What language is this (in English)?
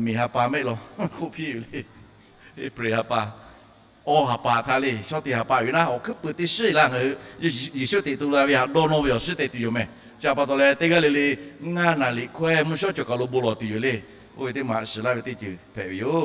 Lahu